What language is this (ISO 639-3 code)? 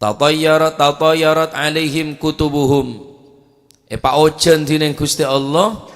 mad